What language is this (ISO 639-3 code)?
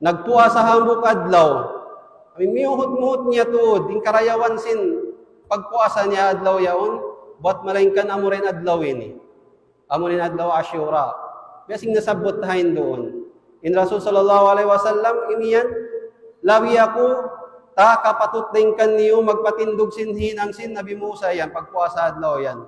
tsg